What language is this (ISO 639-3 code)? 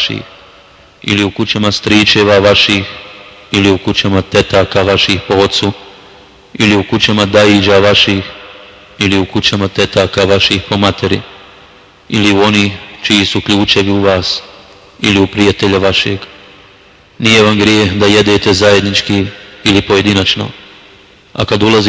bos